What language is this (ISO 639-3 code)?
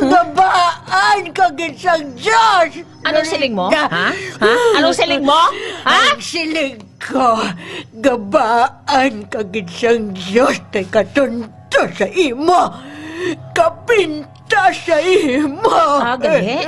hil